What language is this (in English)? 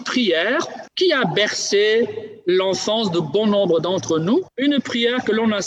French